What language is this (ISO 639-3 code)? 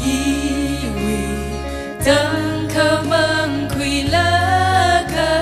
nmf